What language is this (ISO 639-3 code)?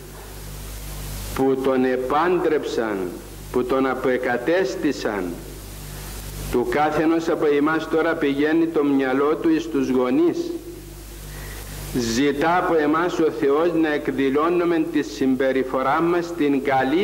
ell